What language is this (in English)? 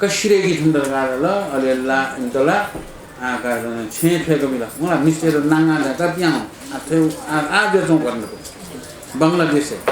Newari